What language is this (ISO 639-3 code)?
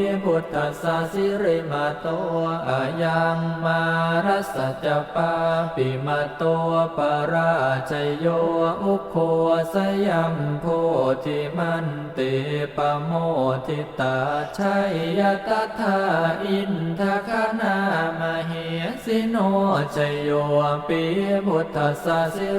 pli